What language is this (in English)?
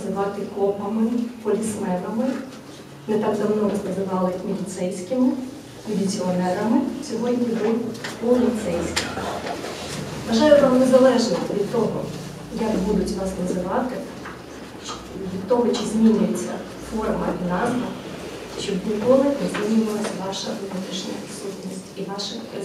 Ukrainian